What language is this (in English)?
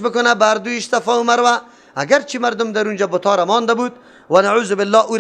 Persian